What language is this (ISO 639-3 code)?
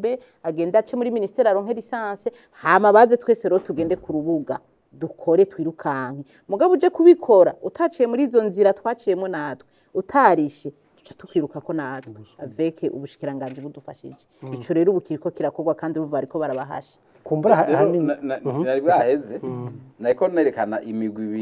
run